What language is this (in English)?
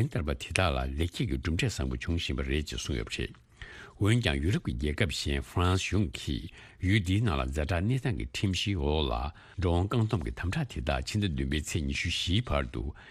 Tibetan